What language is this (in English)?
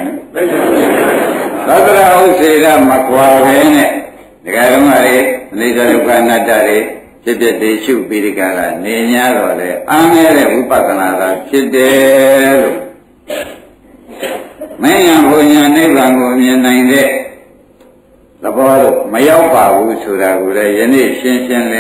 Burmese